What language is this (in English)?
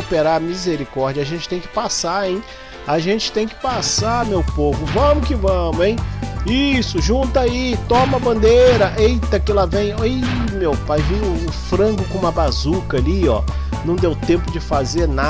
Portuguese